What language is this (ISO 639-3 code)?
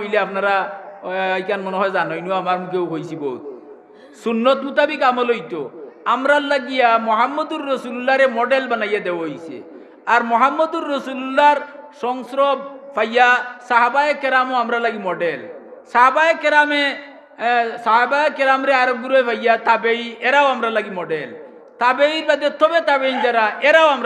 syl